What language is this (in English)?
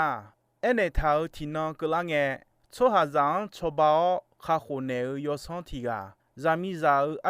Akha